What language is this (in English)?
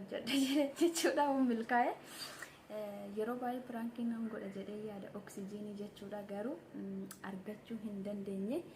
Oromo